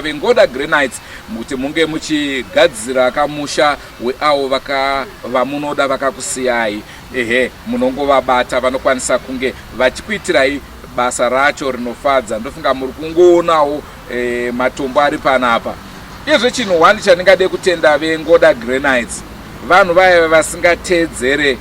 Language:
Shona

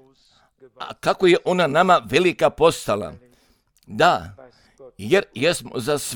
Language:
Croatian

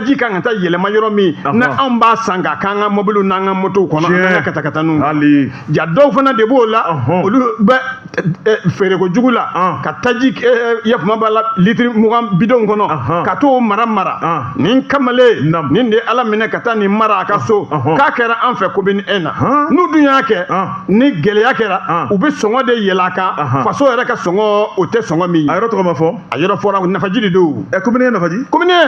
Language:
Bambara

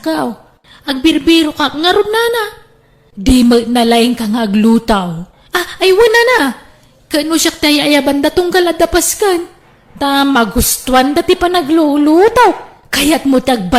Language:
Iloko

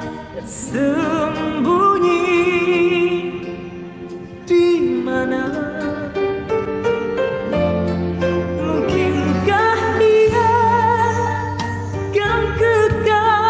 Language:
Malay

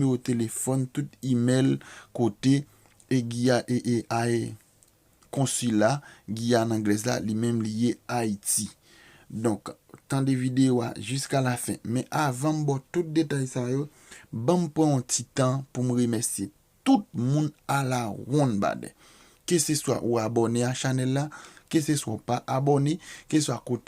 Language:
Haitian Creole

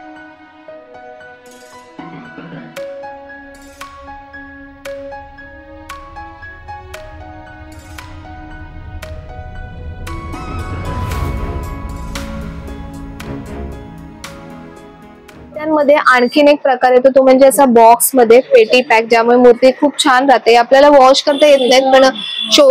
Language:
Marathi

